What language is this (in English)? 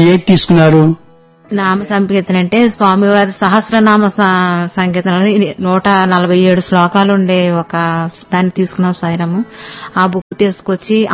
Telugu